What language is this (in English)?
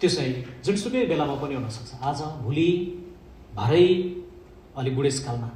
Nepali